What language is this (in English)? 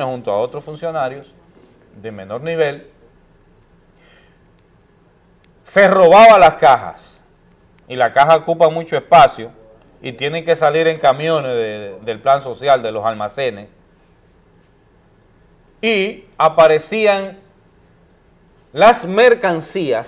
Spanish